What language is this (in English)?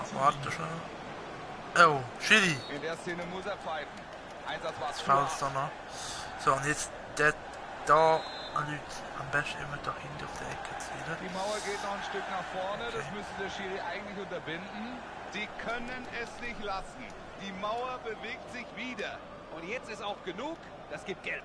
Swiss German